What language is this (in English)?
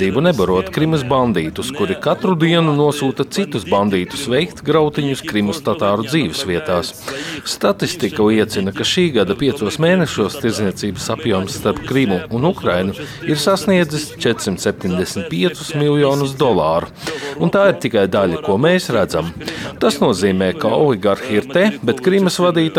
Latvian